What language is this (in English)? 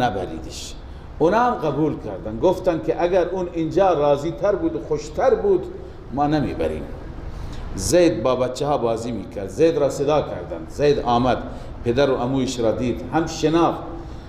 Persian